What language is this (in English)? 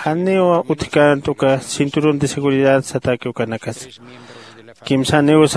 Aymara